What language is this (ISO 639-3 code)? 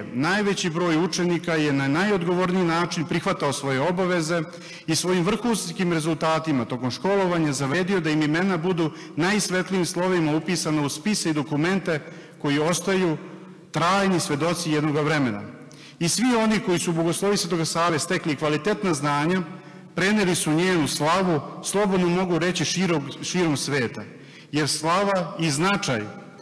srp